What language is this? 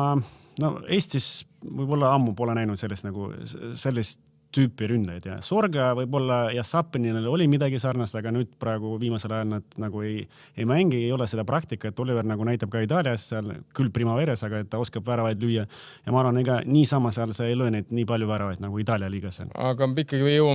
Estonian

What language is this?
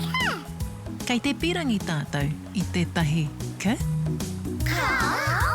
Māori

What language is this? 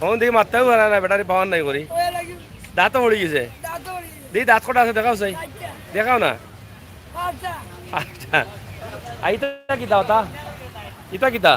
Sylheti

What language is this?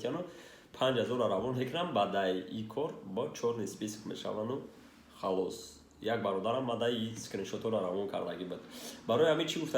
Tajik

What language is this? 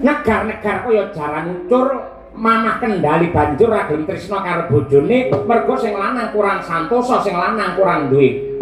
Javanese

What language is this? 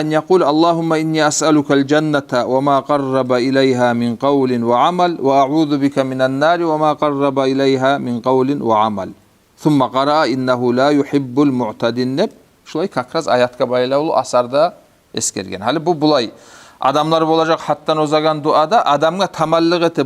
Kumyk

